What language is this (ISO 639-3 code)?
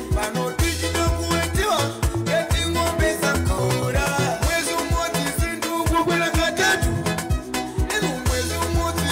nya